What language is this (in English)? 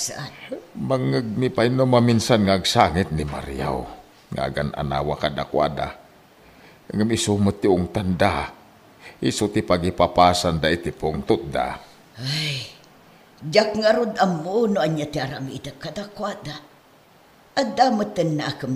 Iloko